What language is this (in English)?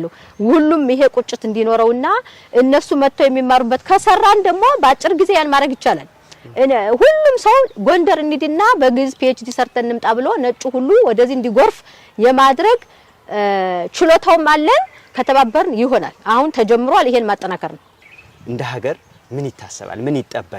Amharic